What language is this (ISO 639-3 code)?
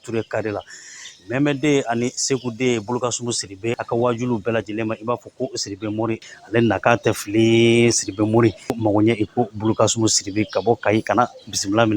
bam